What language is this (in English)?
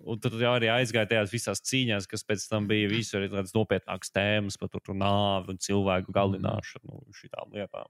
Latvian